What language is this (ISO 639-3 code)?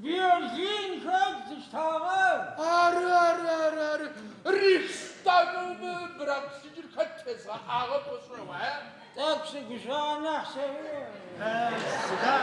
ady